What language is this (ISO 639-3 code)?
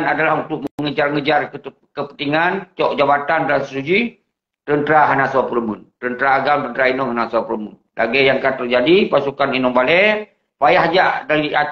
ace